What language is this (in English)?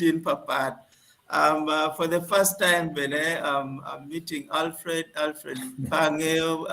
Acoli